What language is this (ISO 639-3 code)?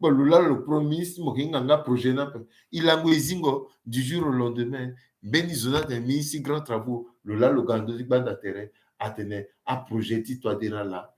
sag